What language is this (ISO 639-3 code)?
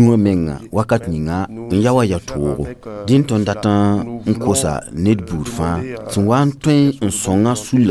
mos